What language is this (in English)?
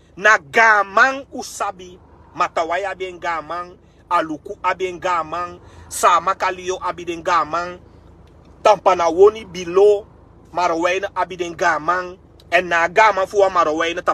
Sranan Tongo